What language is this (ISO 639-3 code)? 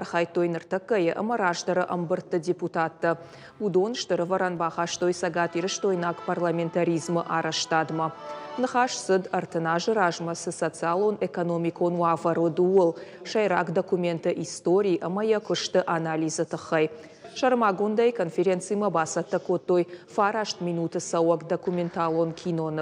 oss